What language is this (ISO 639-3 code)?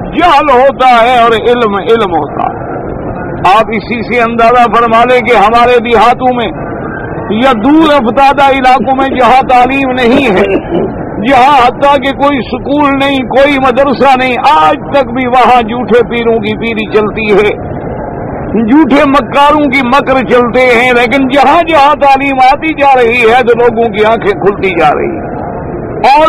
urd